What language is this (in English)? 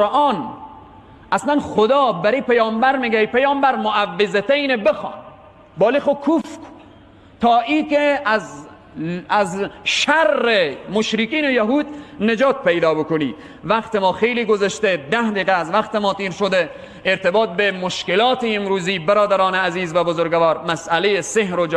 Tajik